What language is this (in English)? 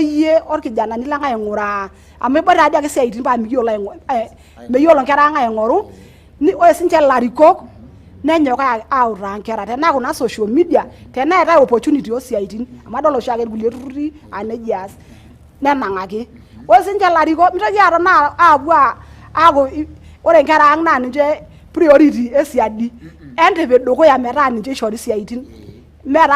Masai